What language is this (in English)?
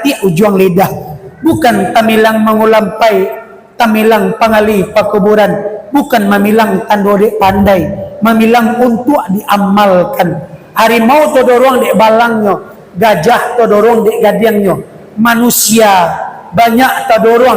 Minangkabau